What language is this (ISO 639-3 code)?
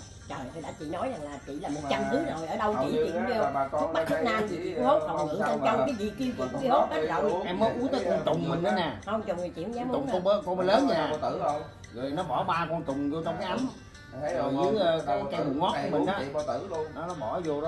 vie